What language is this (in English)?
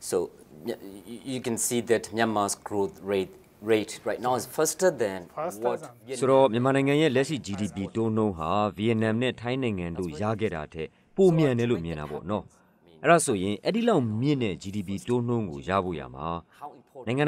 Burmese